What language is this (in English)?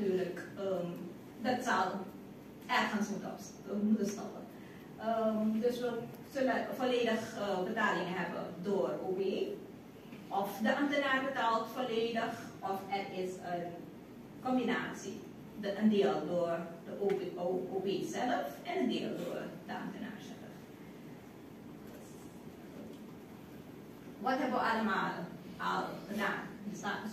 Dutch